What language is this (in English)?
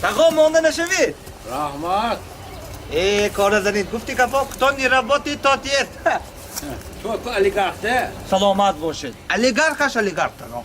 Tajik